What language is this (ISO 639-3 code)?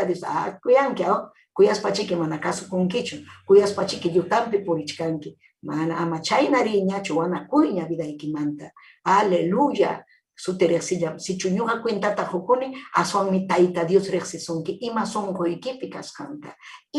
quy